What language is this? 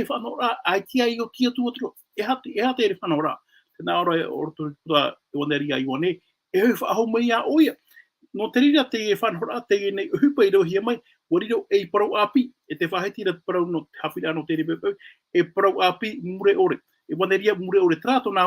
Tahitian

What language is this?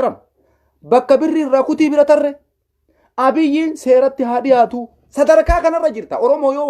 Oromo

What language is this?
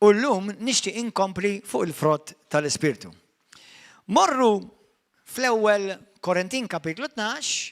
Maltese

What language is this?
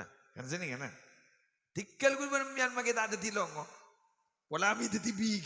Madurese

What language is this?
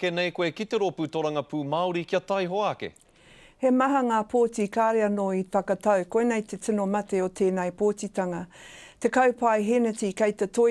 Māori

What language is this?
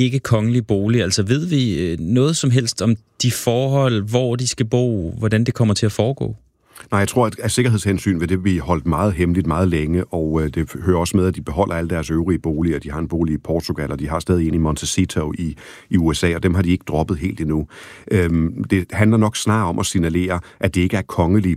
Danish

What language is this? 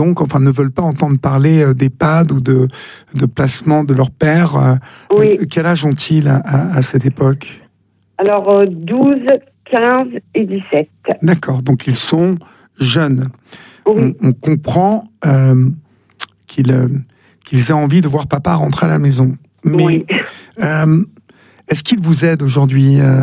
French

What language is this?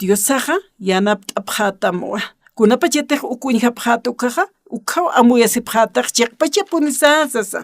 Aymara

